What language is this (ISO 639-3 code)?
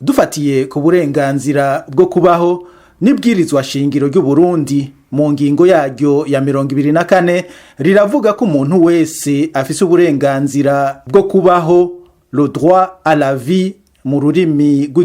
run